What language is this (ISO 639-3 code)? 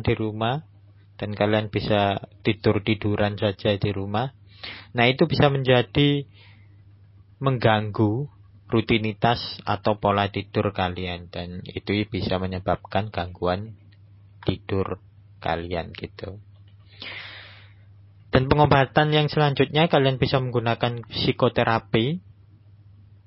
ind